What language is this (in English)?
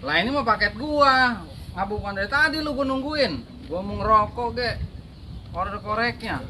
Betawi